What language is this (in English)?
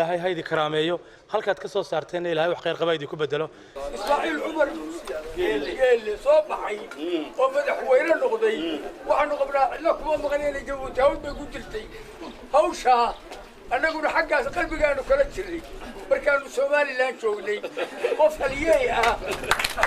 Somali